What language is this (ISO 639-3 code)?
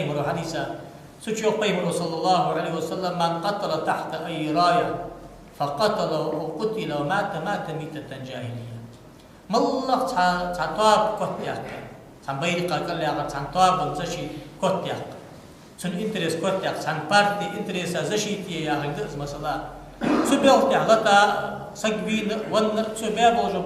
inh